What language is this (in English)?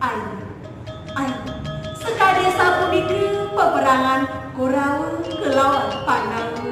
Balinese